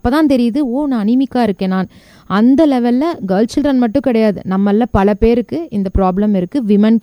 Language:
Tamil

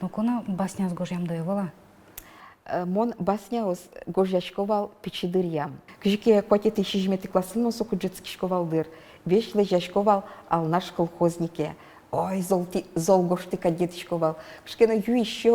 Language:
Udmurt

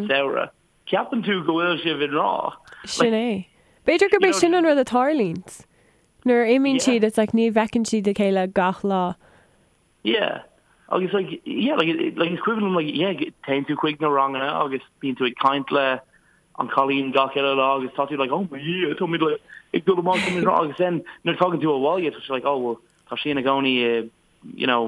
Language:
Irish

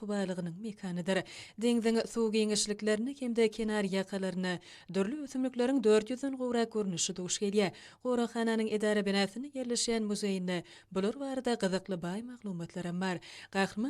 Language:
Turkmen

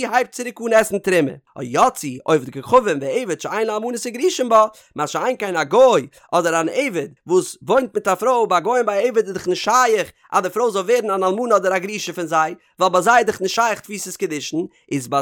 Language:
Yiddish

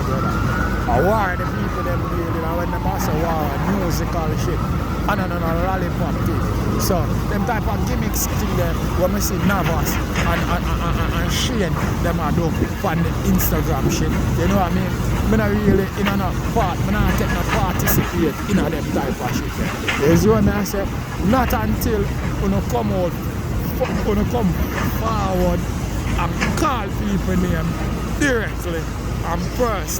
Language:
Jamaican Creole English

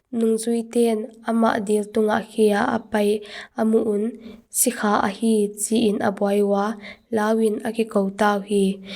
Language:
Paite Chin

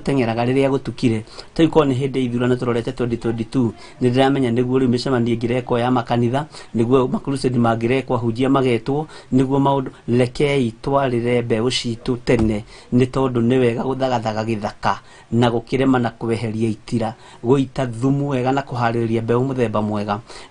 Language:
Kikuyu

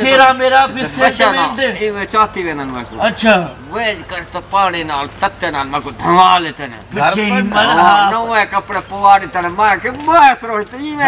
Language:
Saraiki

